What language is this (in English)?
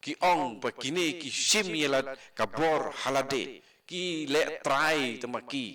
Khasi